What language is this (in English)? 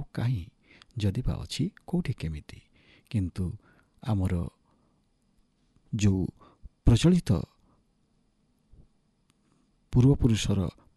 Odia